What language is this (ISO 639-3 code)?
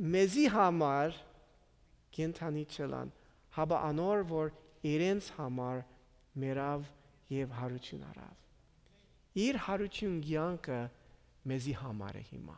hyw